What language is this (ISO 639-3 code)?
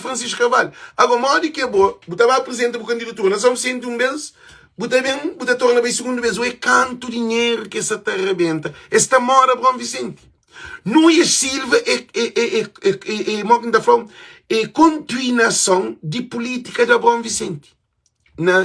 kea